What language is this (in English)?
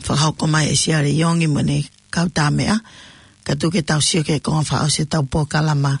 Tongan